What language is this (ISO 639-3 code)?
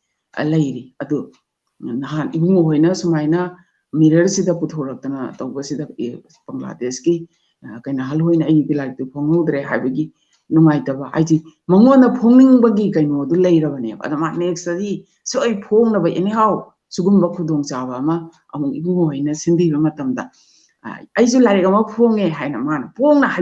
mni